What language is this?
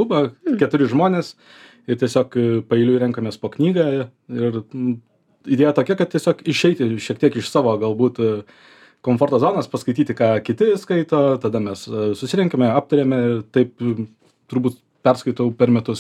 Lithuanian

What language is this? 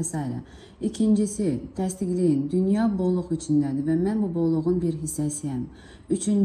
Azerbaijani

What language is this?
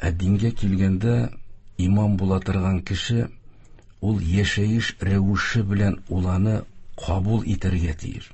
Tatar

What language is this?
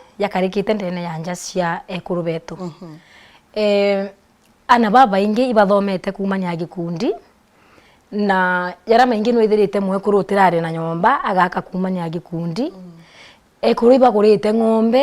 Meru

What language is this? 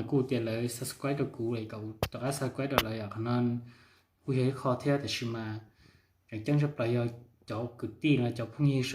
Hmong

